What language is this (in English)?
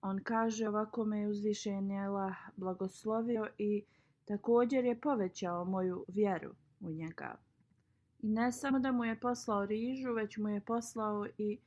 Bosnian